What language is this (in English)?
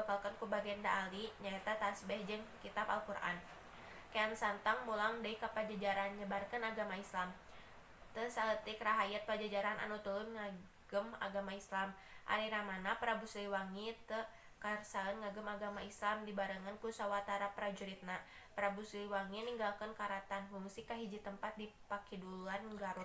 Sundanese